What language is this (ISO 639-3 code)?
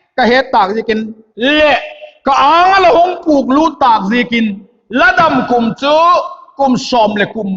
vap